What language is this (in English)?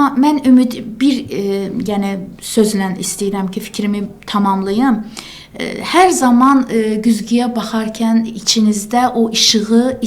Azerbaijani